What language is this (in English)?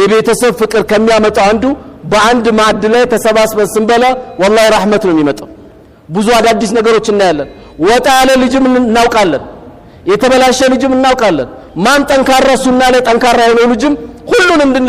Amharic